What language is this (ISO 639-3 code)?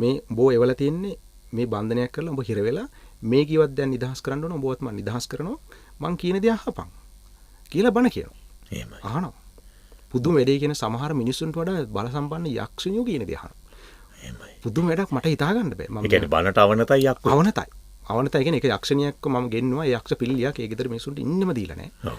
sin